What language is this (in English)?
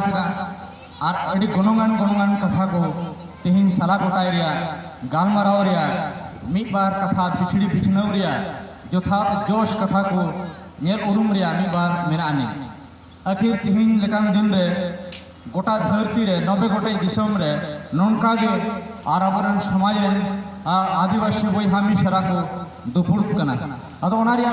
Santali